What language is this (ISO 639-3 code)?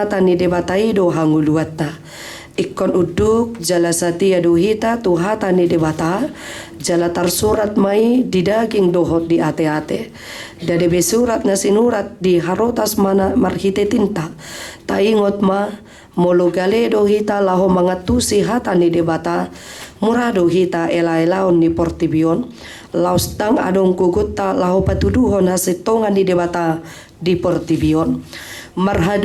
bbc